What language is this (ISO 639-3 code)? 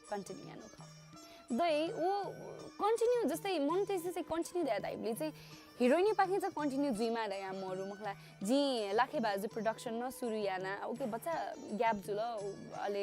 new